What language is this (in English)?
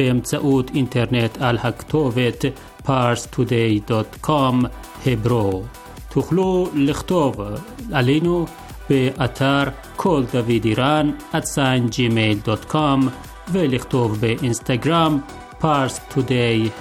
Hebrew